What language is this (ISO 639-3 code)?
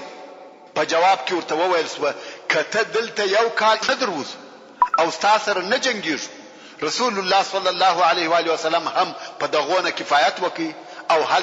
pus